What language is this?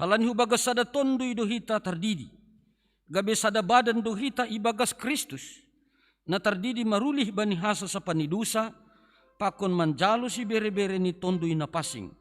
Batak Simalungun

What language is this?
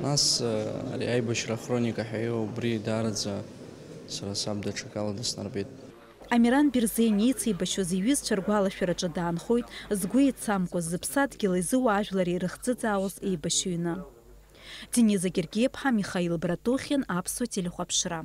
Abkhazian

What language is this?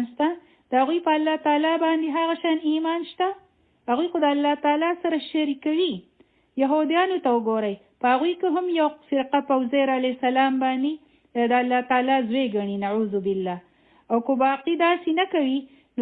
Pashto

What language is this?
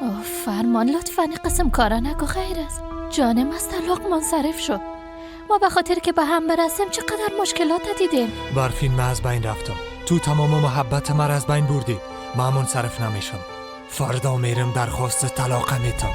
Persian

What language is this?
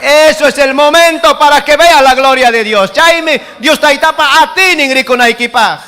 Ayacucho Quechua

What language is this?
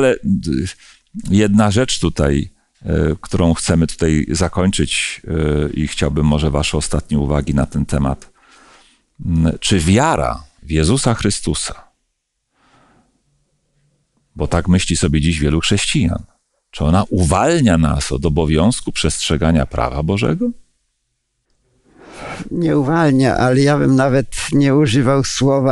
Polish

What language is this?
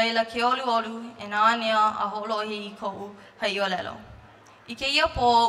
Hawaiian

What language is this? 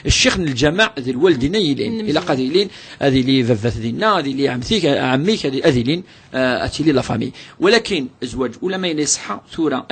Kabyle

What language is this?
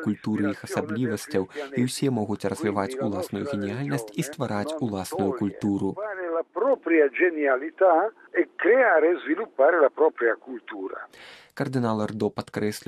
Belarusian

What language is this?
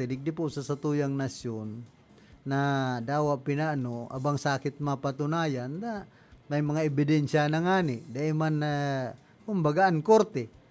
Bikol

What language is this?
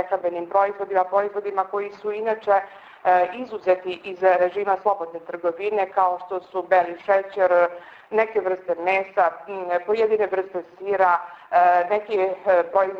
Serbian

